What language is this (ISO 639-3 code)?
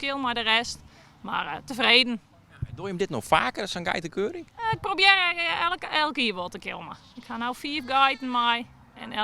fry